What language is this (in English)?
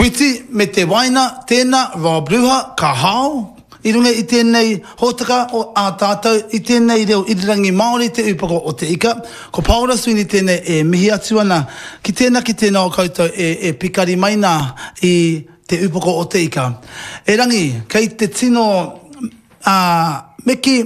Māori